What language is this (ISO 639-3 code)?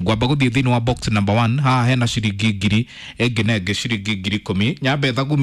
kik